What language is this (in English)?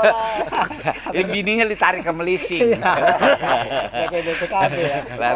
Betawi